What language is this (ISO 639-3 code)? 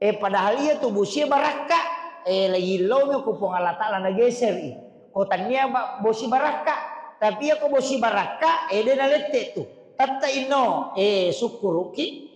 bug